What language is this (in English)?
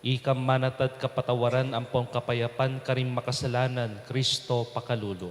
Pampanga